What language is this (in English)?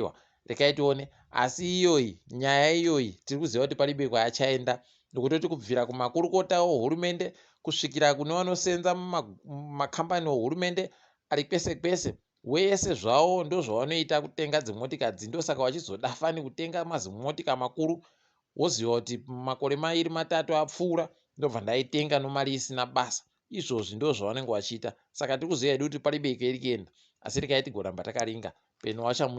Ndau